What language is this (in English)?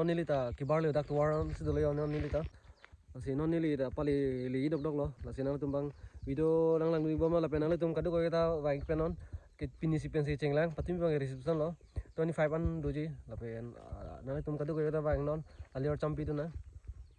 Karbi